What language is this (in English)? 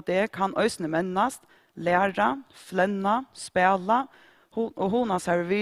Faroese